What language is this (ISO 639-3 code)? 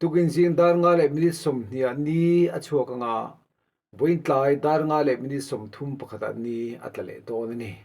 lus